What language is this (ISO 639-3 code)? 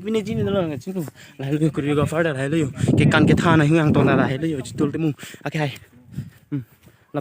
mjw